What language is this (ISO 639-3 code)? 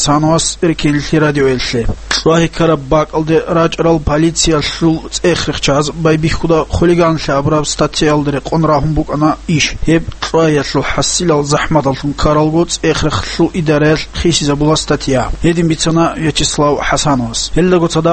ava